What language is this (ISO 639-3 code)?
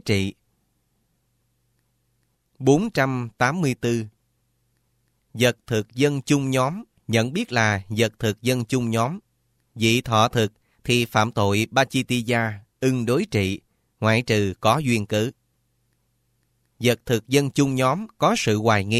vie